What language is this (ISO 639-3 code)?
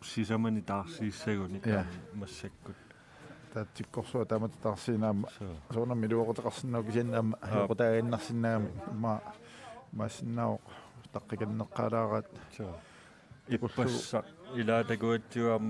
kal